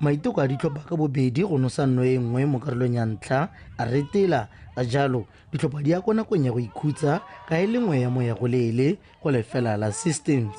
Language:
Tswana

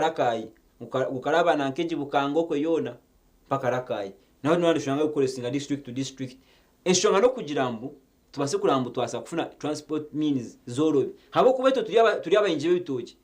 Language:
Nyankole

